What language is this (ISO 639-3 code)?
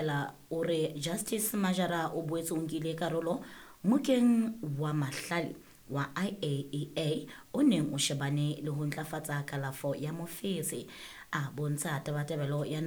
sot